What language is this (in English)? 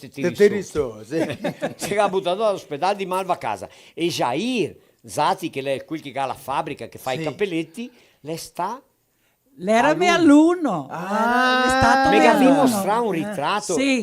Venetian